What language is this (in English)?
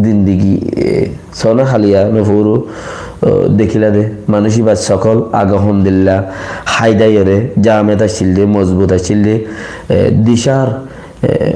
Rohingya